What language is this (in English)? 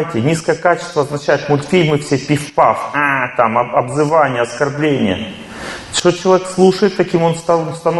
Russian